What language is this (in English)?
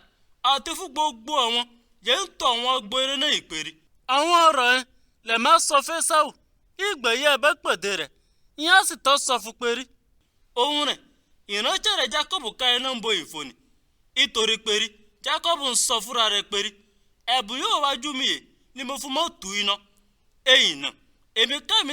Yoruba